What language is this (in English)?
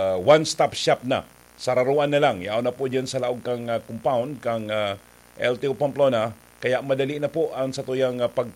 Bikol